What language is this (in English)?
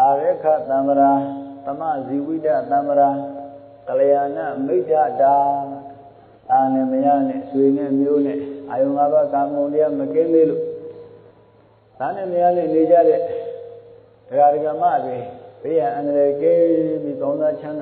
Burmese